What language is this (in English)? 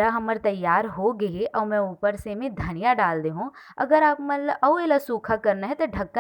Chhattisgarhi